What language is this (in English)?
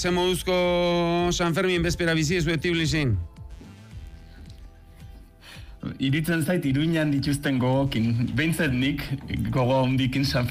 Basque